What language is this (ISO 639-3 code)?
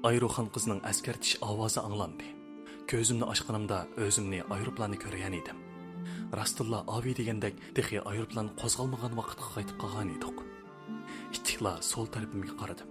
uig